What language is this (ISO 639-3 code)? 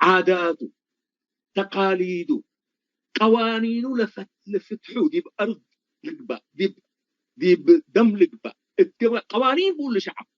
tig